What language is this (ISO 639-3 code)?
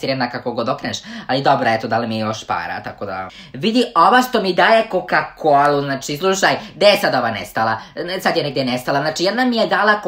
srp